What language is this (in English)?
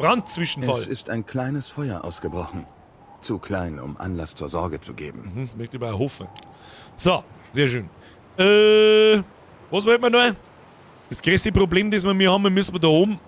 Bavarian